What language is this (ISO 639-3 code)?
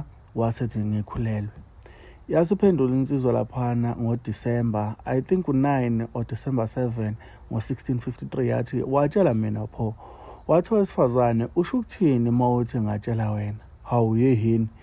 zul